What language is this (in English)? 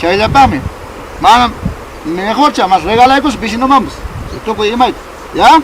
Ayacucho Quechua